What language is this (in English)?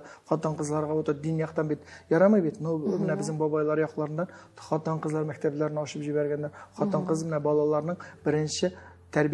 Tatar